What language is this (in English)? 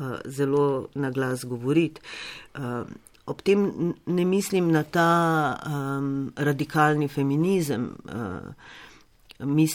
Slovenian